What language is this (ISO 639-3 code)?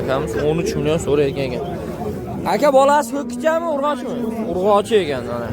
uzb